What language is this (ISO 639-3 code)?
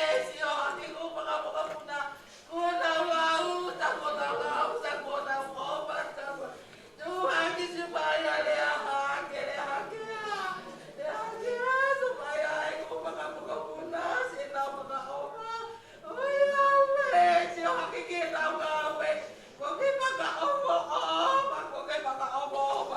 ton